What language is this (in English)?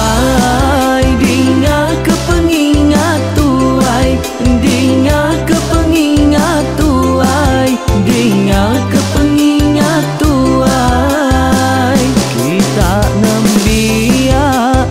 Iban